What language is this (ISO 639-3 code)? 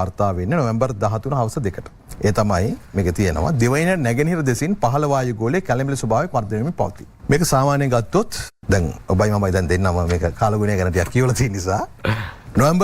sin